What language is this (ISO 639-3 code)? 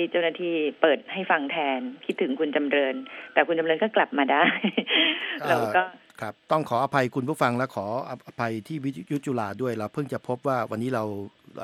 tha